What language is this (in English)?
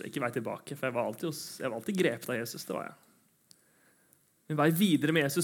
Norwegian